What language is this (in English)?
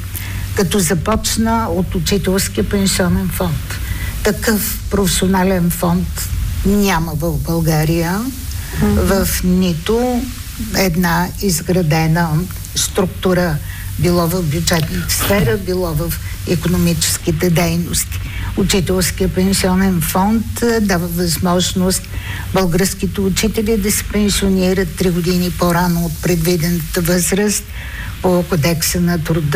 Bulgarian